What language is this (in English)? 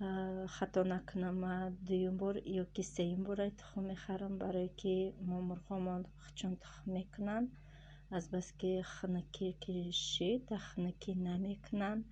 Tajik